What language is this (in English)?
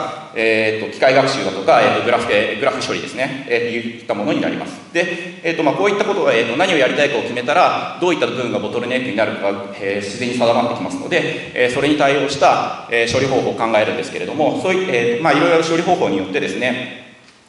Japanese